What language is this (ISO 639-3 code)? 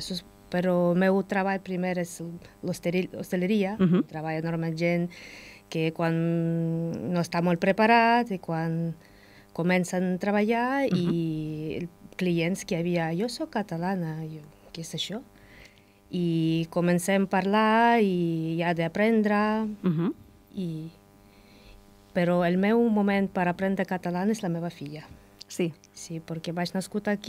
cat